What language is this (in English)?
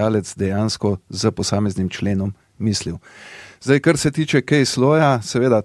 Slovenian